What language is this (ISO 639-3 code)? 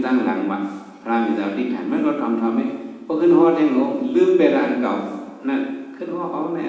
shn